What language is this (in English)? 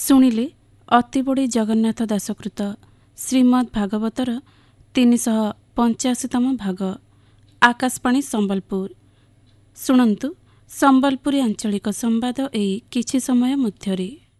Odia